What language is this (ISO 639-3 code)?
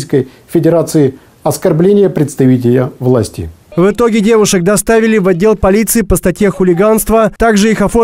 rus